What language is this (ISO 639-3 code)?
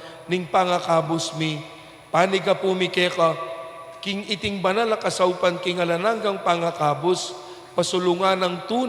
pam